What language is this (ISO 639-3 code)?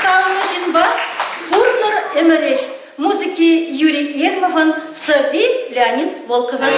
chv